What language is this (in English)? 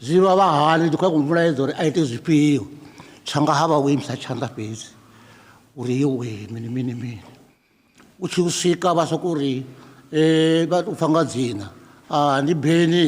Venda